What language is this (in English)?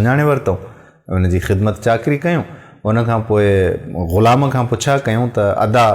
Sindhi